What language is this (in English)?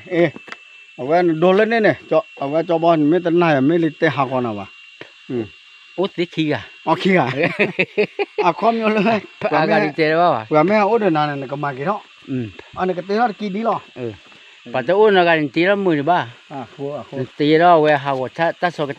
S'gaw Karen